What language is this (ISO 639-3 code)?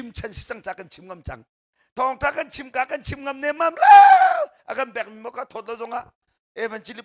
cnh